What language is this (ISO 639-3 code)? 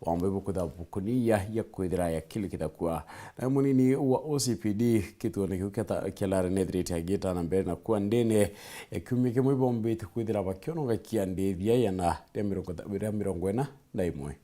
mer